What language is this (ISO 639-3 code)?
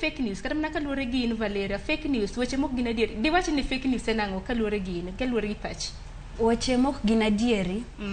luo